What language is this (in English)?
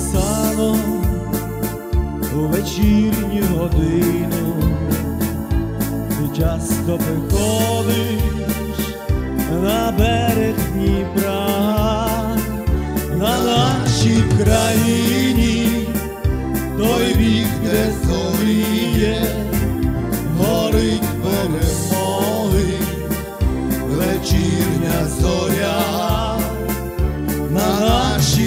Ukrainian